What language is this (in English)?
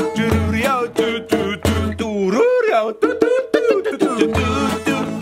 Afrikaans